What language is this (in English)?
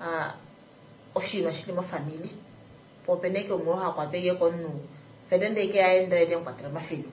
Kuanyama